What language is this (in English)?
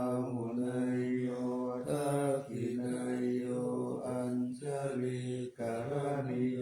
Pali